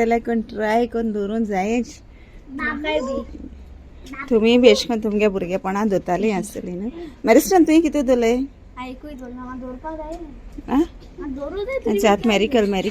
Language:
Konkani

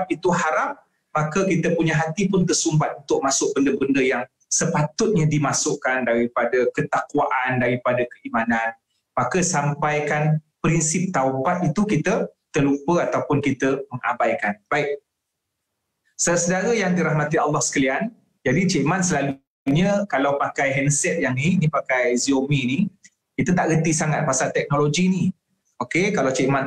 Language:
Malay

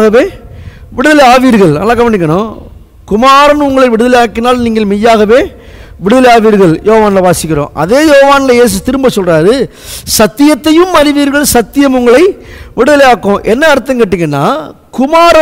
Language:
Tamil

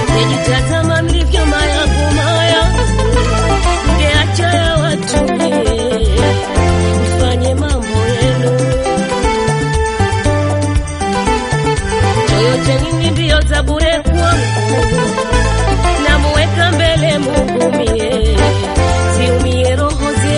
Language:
Swahili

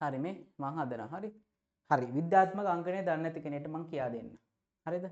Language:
Sinhala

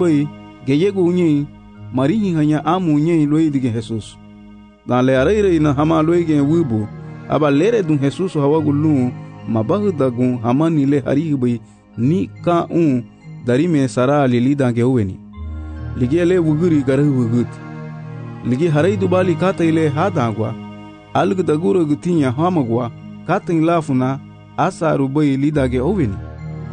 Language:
Garifuna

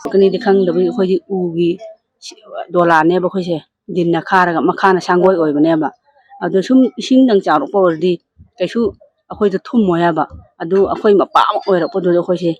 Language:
Manipuri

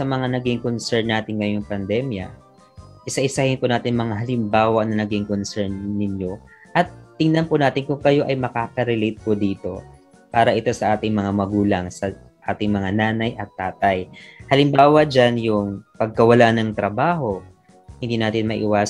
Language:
Filipino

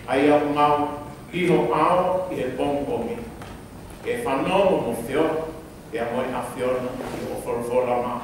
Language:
Tongan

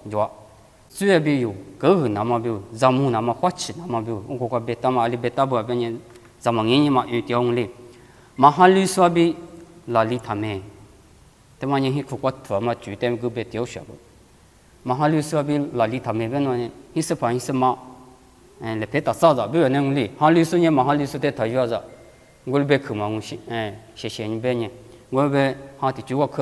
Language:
Lisu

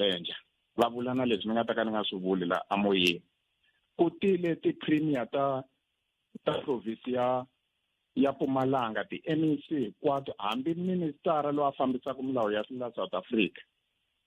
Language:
Tsonga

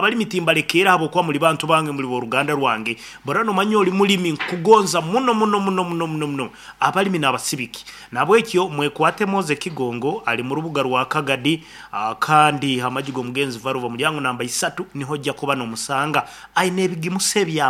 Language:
Nyankole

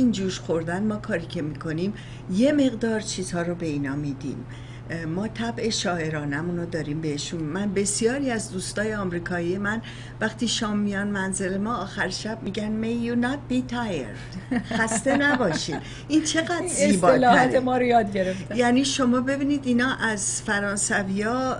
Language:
Persian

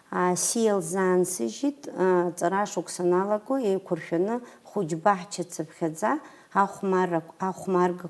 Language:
Abkhazian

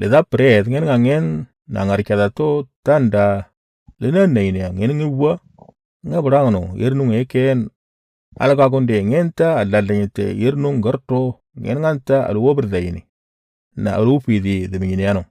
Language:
Moro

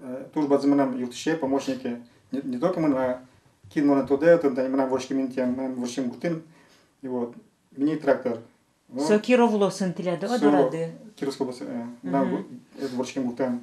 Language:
Udmurt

